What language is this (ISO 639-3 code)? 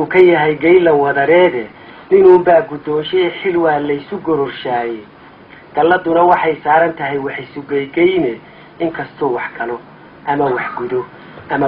som